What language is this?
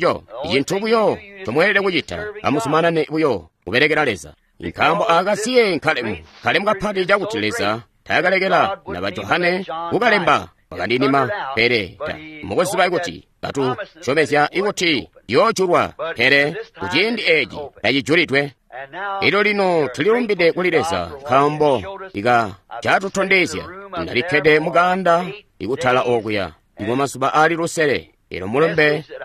Tonga (Zambia)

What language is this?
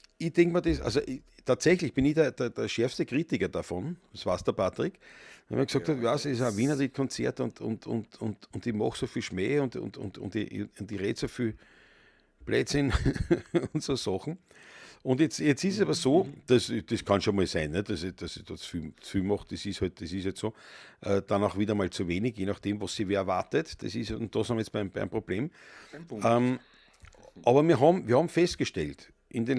Bavarian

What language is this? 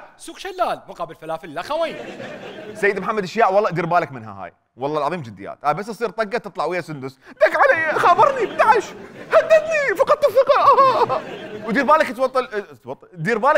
Mesopotamian Arabic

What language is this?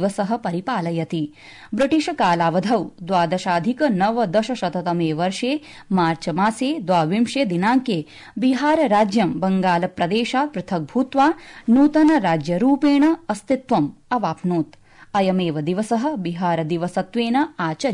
Sanskrit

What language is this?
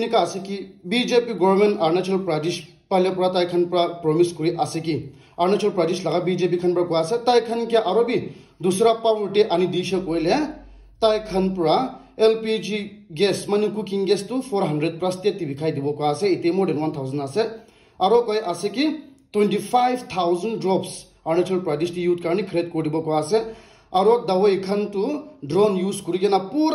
Naga Pidgin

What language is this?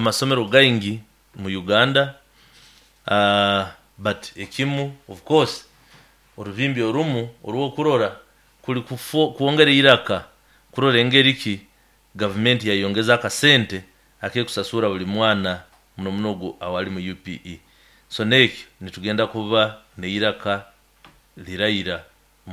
Nyoro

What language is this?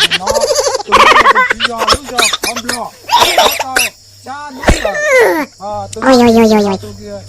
Hmong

